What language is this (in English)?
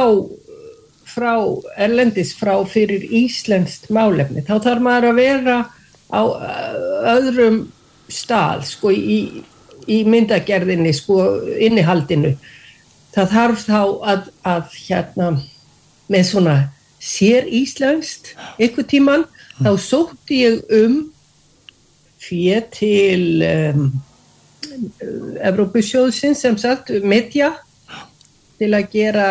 Icelandic